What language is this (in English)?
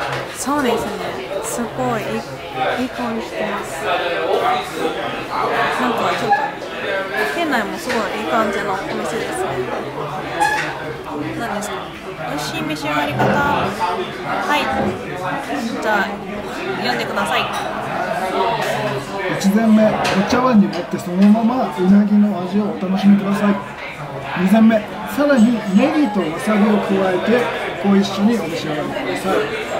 Japanese